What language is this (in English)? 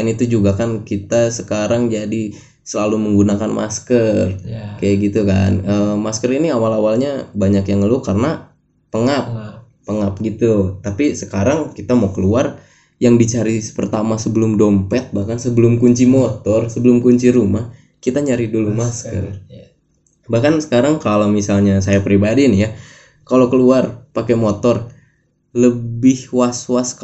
Indonesian